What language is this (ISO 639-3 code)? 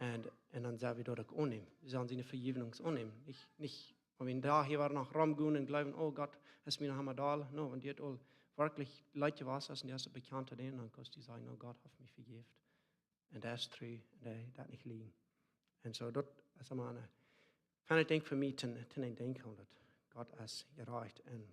pdt